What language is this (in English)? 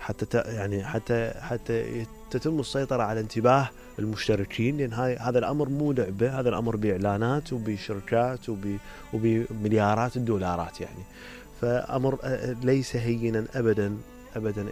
Mesopotamian Arabic